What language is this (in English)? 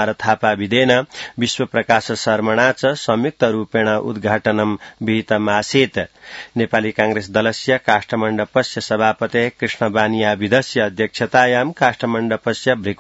Sanskrit